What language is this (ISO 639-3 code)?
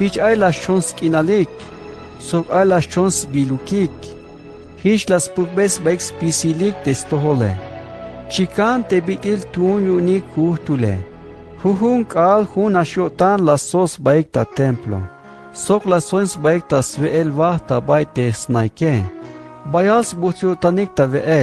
tzh